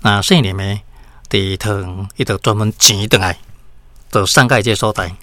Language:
Min Nan Chinese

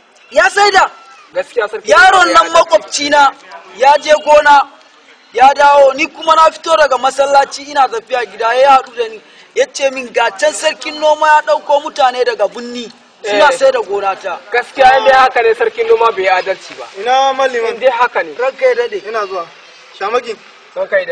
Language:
Hausa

